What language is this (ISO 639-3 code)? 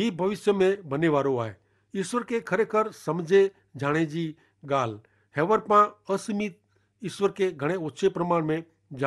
kfr